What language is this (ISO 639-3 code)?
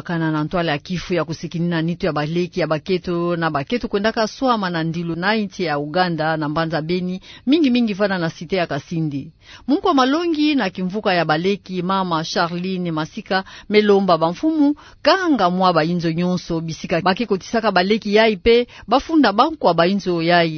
ktu